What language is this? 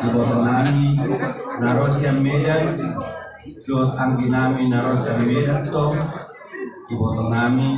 Batak Toba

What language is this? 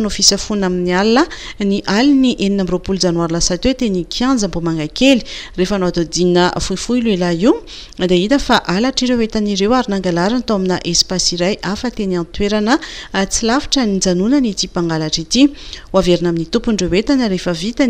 Malagasy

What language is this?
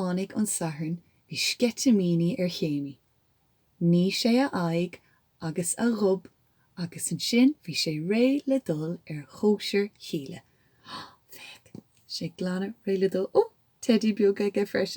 Irish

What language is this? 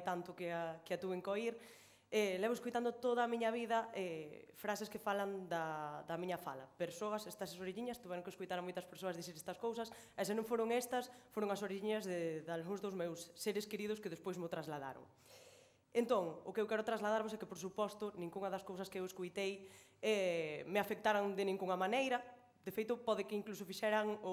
Galician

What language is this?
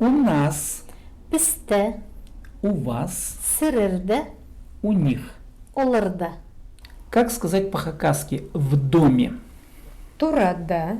Khakas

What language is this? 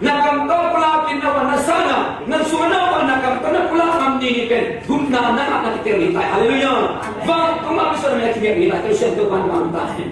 Tedim Chin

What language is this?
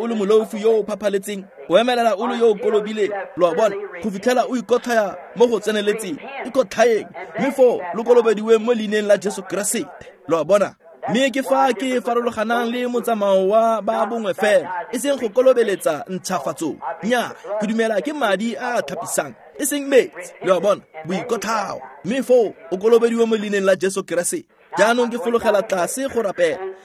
Tswana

